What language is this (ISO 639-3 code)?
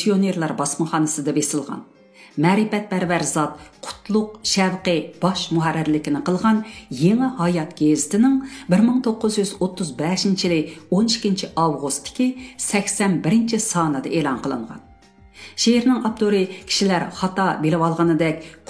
uig